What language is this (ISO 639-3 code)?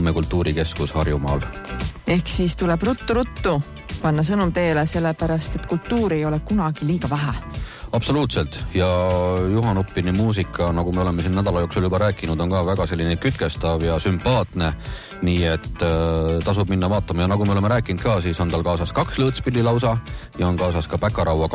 est